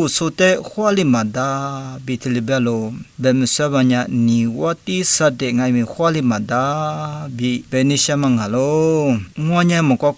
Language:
Lisu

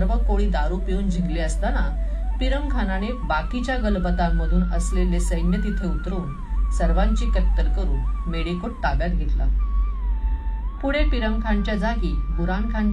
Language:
Marathi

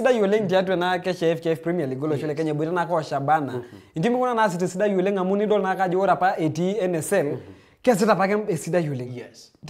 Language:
Masai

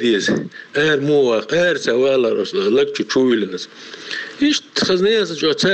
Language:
Chechen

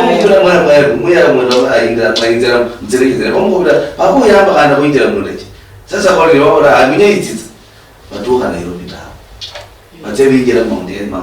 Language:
Luyia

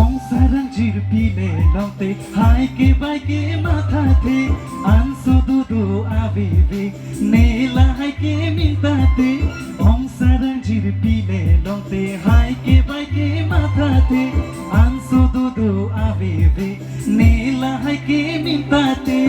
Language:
Karbi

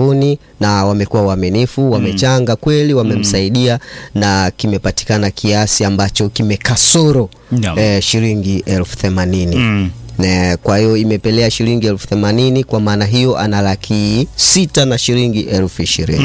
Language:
Swahili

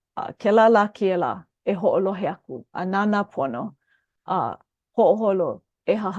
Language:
Hawaiian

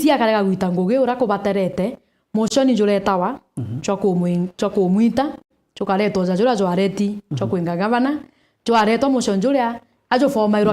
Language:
Meru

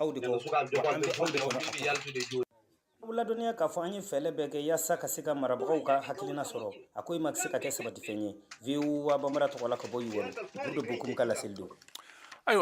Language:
Bambara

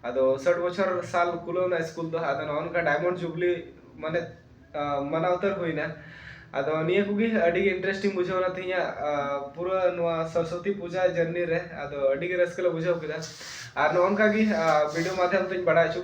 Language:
Santali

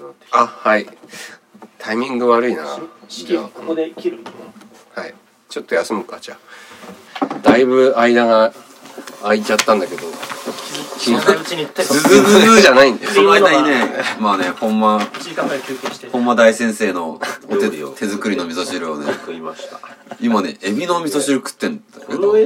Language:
Japanese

